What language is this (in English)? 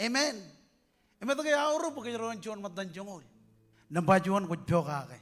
Marshallese